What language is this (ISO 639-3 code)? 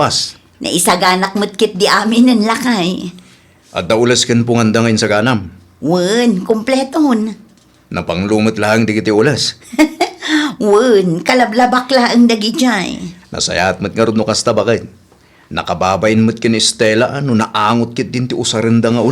ilo